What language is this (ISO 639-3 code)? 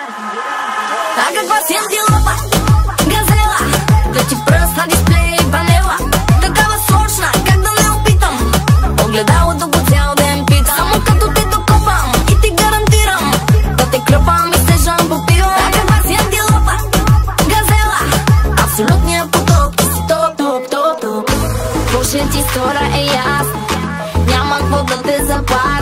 bul